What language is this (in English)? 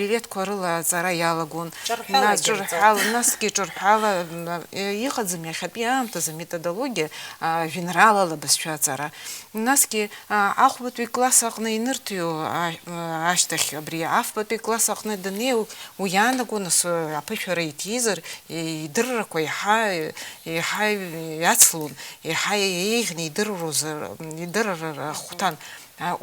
Abkhazian